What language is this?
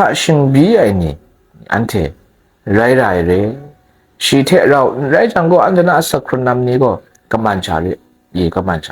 Kachin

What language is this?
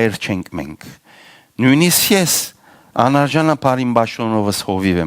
Western Armenian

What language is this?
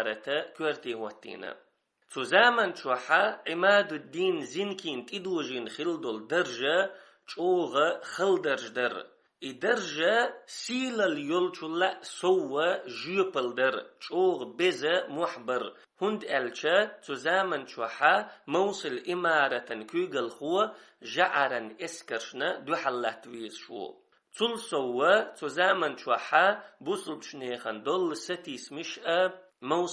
Chechen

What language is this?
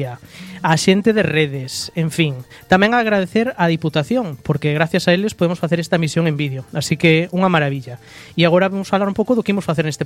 Galician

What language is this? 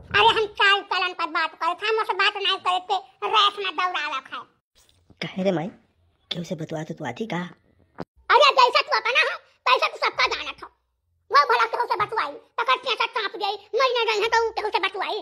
Awadhi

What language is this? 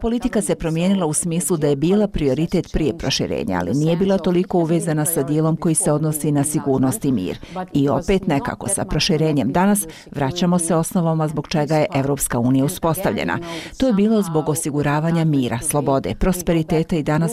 Bosnian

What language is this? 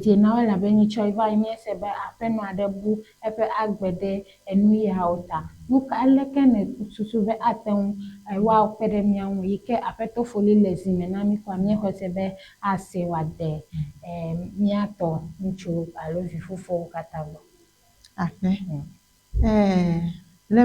Ewe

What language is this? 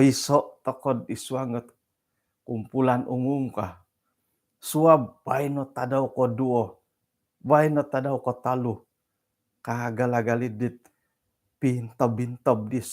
Central Dusun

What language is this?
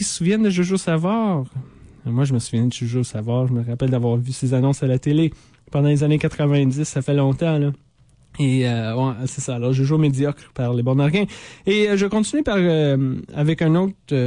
French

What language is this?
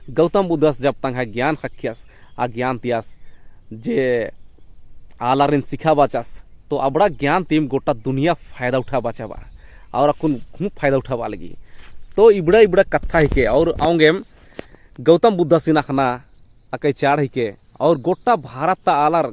Kurukh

